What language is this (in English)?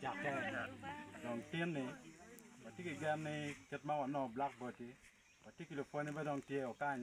Acoli